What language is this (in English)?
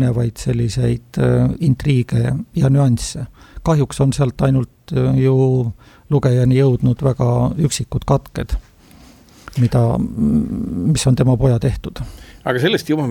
Estonian